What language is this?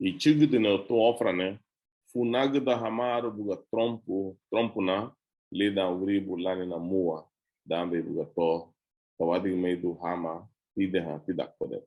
Garifuna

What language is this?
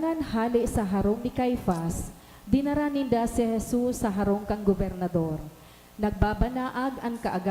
Bikol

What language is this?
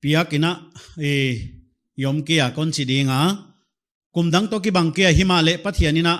Paite Chin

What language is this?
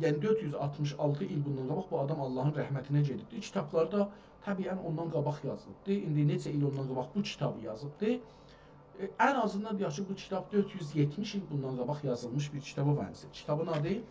South Azerbaijani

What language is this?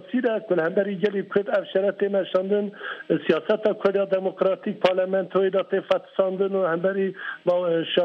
Kurdish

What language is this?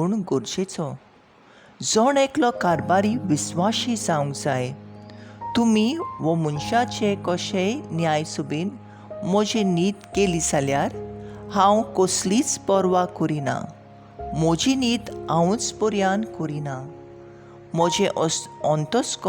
Konkani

